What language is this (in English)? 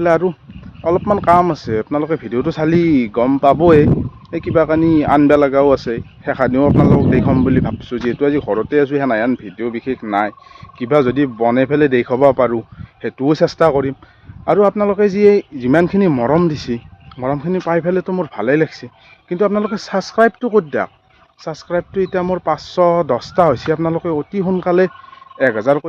Assamese